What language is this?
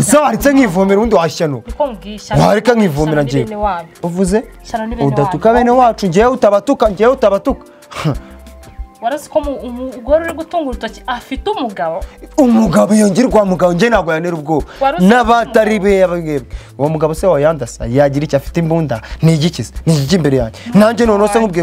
Kinyarwanda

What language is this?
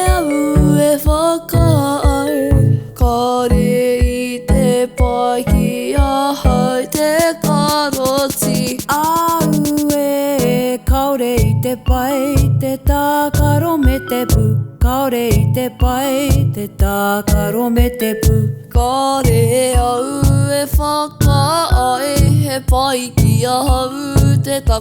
Māori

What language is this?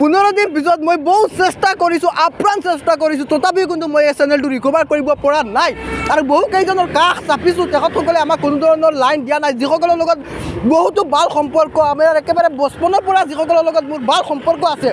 Assamese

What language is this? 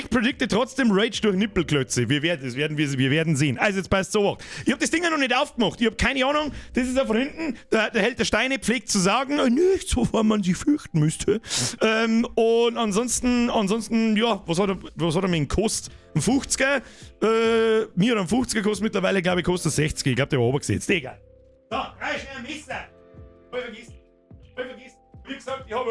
Bavarian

